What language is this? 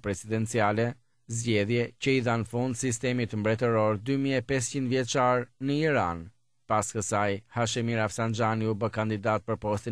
Albanian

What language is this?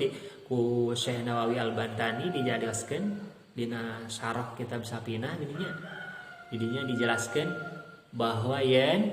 Sundanese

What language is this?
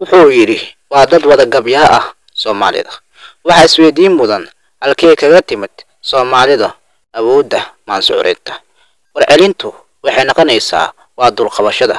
Somali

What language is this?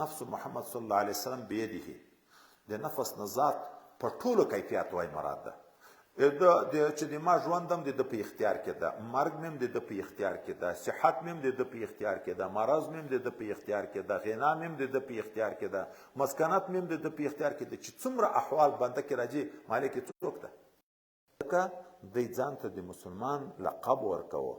Pashto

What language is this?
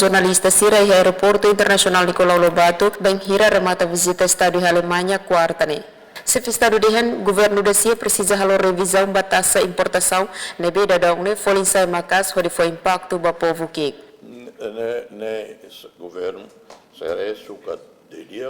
Tetum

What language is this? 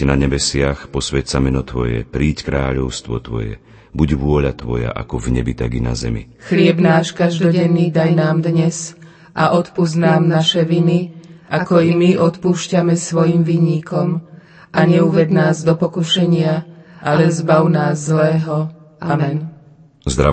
Slovak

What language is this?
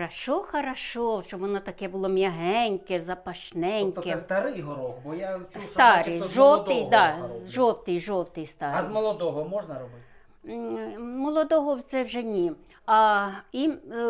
Ukrainian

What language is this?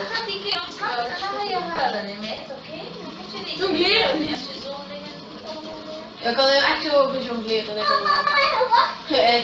Dutch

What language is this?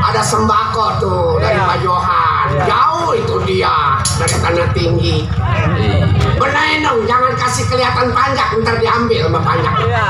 Betawi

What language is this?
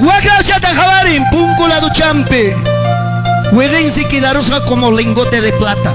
Ayacucho Quechua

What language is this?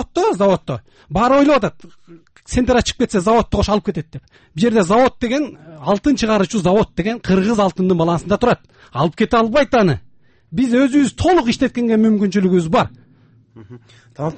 Kyrgyz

